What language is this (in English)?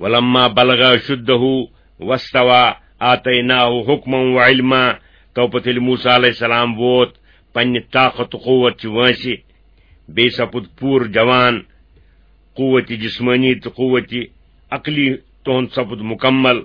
Kashmiri